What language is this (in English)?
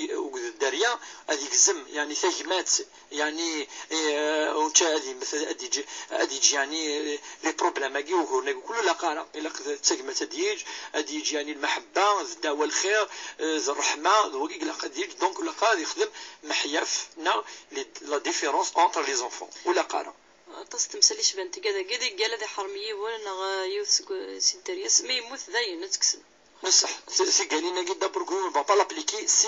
Kabyle